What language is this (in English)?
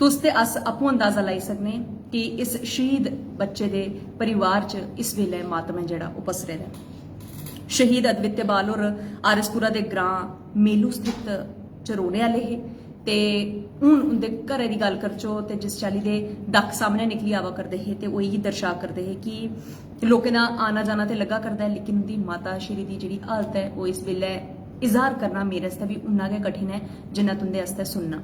Dogri